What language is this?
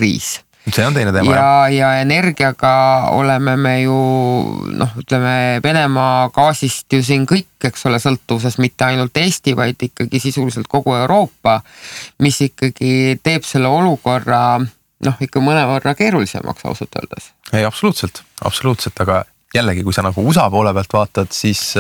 Estonian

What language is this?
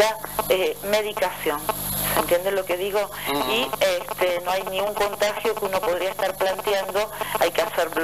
Spanish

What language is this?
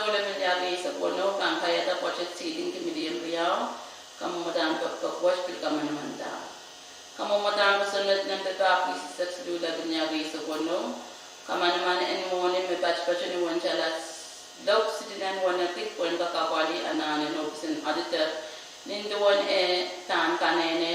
Pohnpeian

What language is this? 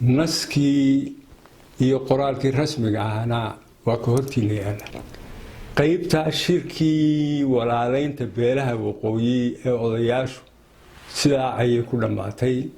Somali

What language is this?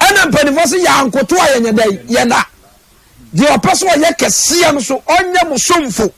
Akan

